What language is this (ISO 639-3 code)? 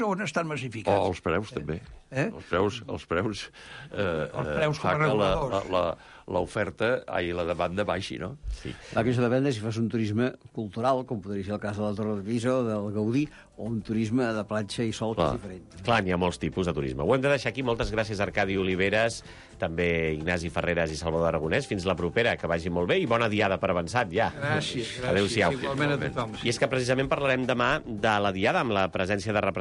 cat